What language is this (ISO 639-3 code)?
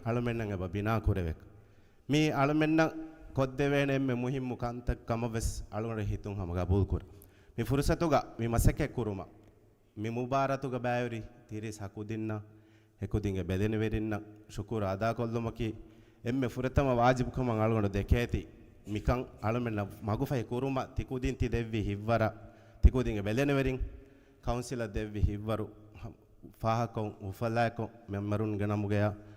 div